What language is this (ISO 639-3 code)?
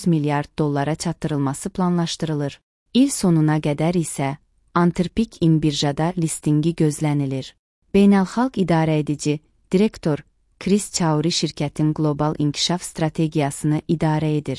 aze